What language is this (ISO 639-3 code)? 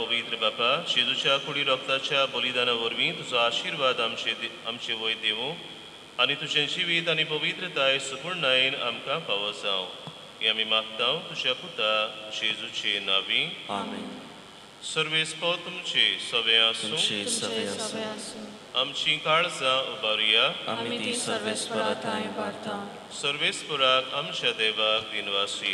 kok